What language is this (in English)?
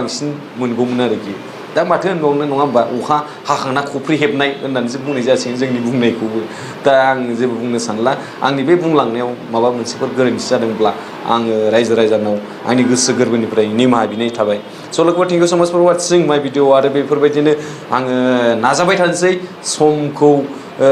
Bodo